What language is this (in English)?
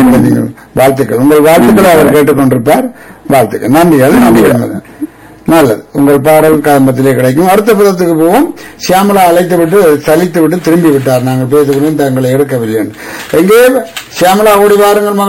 Tamil